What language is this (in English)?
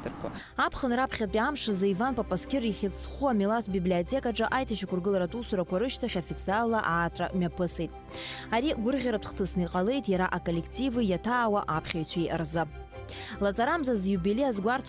Abkhazian